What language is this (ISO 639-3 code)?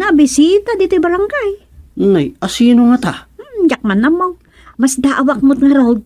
ilo